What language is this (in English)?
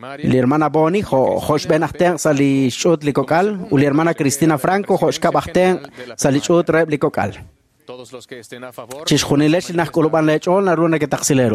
Kekchí